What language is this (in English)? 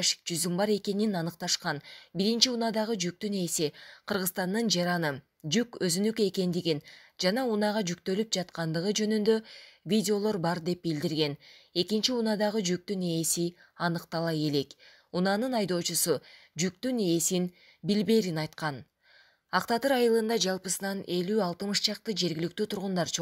Kyrgyz